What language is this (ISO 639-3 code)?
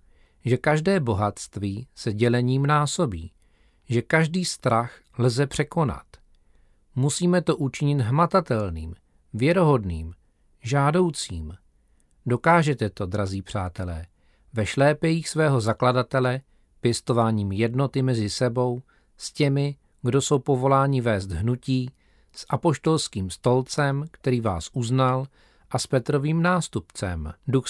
ces